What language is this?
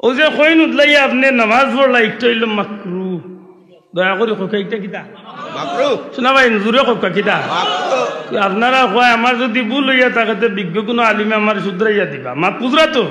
Sylheti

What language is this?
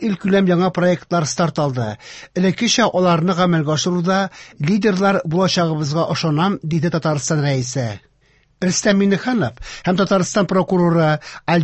Tatar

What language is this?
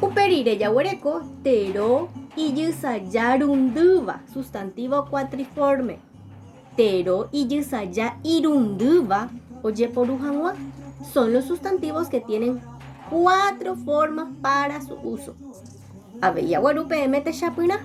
Guarani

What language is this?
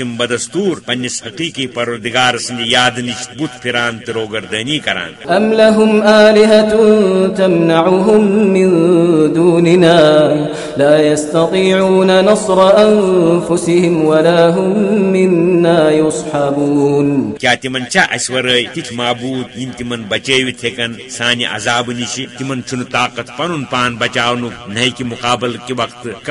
Kashmiri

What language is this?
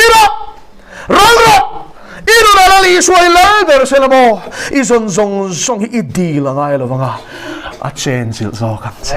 Mizo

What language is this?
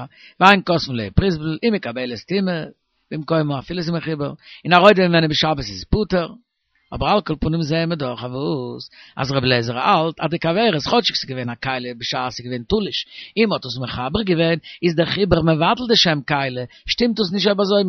Yiddish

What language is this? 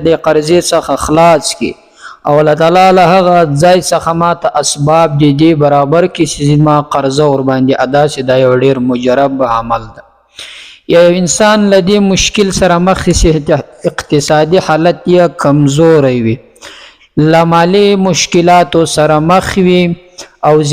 Pashto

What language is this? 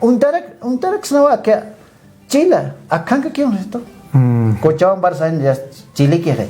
Aymara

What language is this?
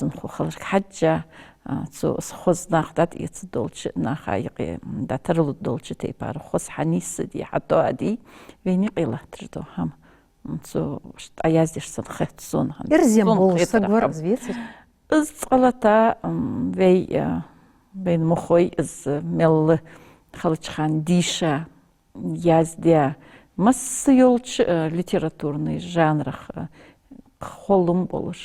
Ingush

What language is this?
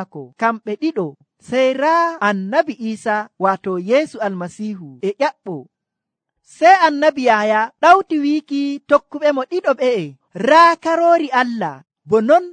Nigerian Fulfulde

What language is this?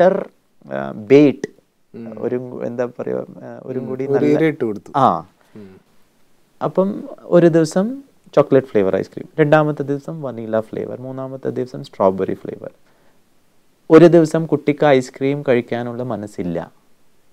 Malayalam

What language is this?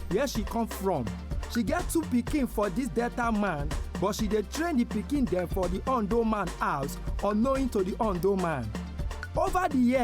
Nigerian Pidgin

